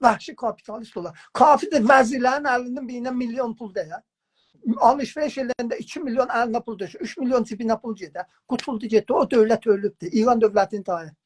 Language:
South Azerbaijani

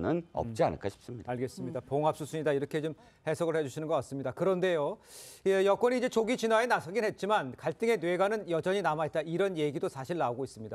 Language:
Korean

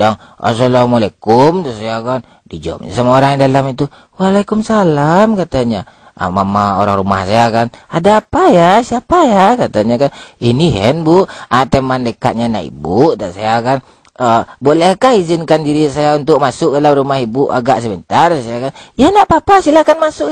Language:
Minangkabau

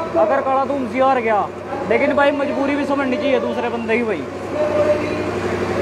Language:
Hindi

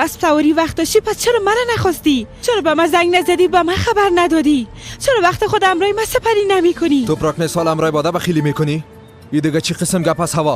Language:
Persian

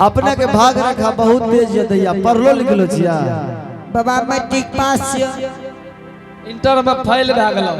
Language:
Angika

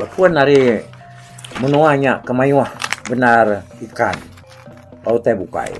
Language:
Iban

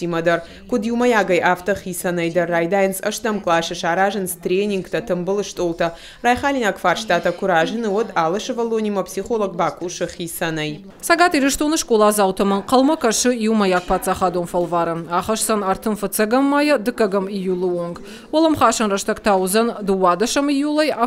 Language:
Ossetic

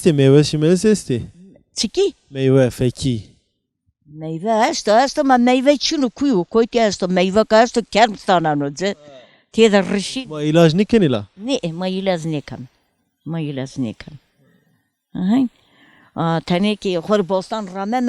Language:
Zaza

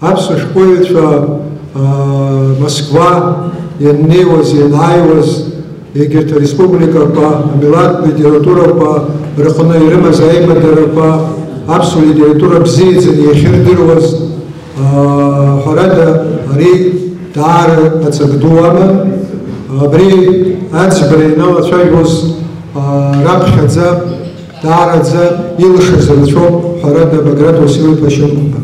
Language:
Abkhazian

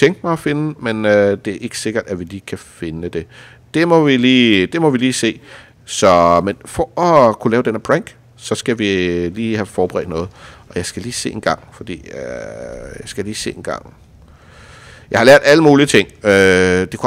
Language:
Danish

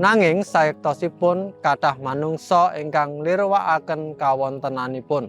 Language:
Javanese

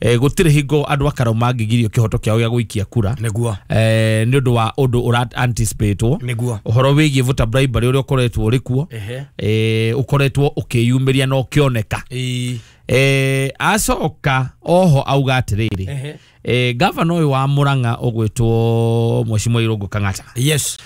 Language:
Kikuyu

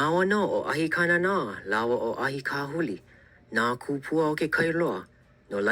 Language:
Hawaiian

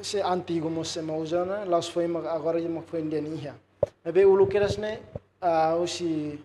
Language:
Tetum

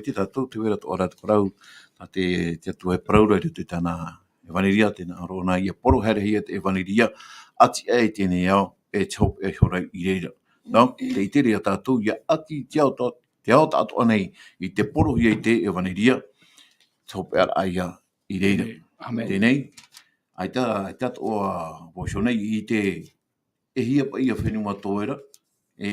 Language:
Tahitian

